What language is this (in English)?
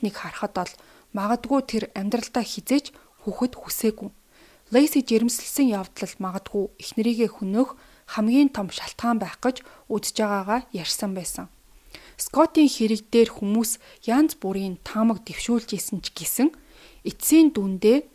Mongolian